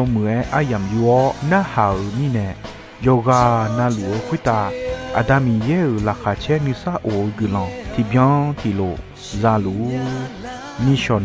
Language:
Akha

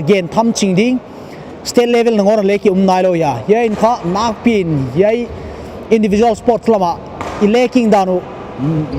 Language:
Paite Chin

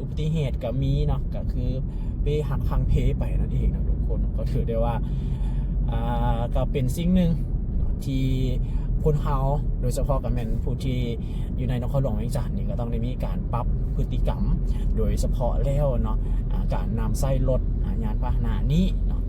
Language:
Lao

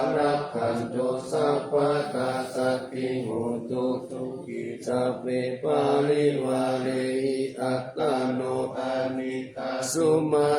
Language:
Pali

